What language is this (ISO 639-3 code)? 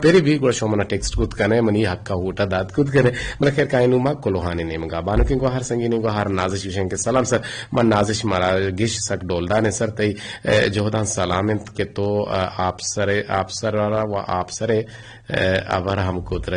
bgp